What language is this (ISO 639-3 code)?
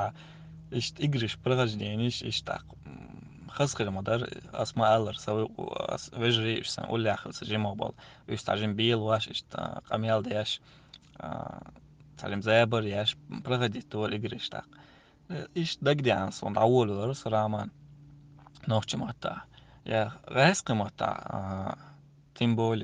che